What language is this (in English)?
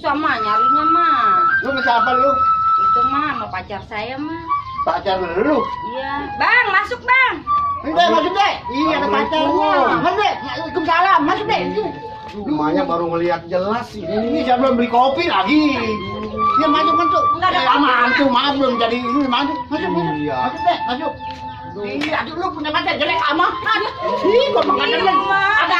Betawi